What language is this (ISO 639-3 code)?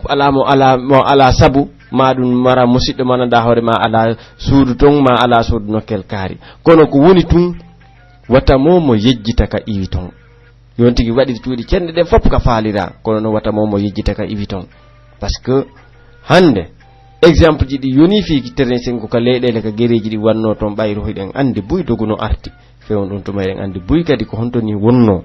fuf